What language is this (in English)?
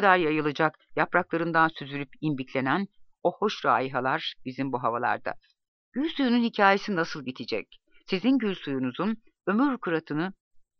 Turkish